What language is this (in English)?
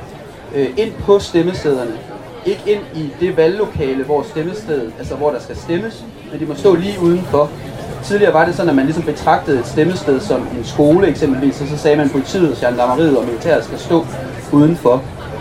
Danish